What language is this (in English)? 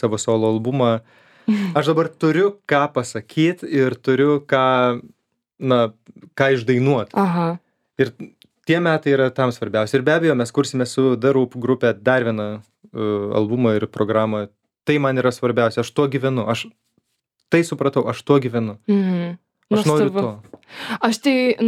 Lithuanian